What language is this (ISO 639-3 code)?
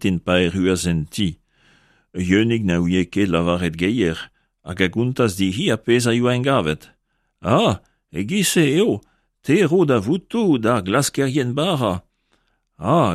bre